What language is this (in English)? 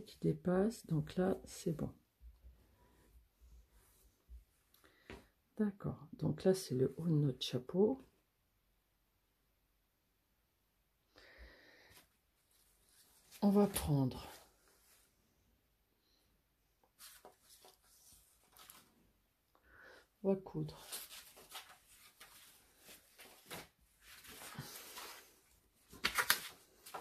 French